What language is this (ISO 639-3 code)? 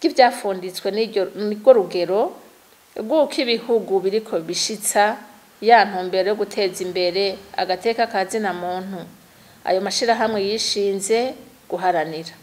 run